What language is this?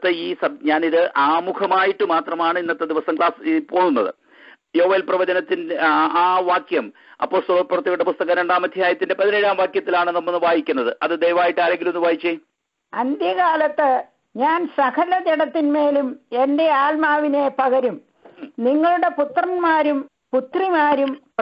Malayalam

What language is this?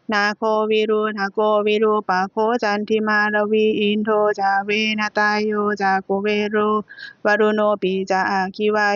Pali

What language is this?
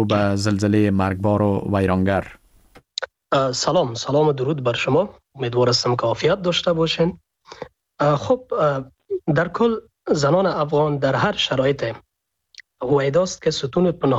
Persian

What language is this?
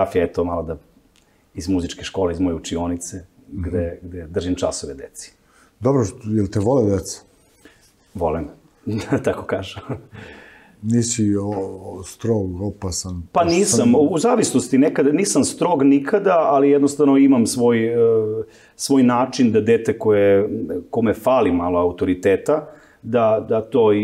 Serbian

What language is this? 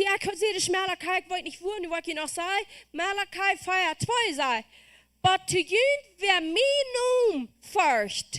Plautdietsch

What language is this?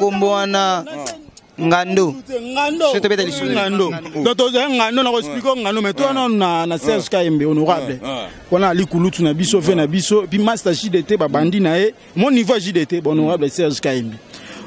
Lingala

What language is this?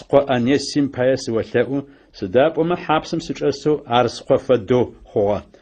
Adyghe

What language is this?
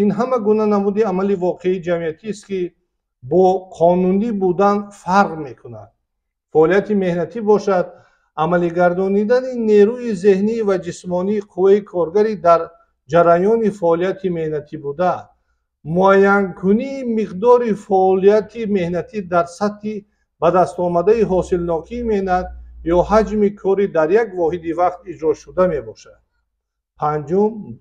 Tajik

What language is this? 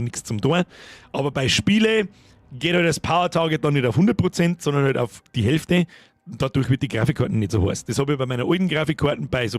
Bavarian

